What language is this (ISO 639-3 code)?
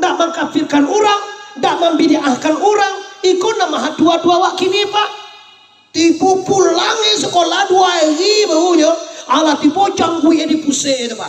min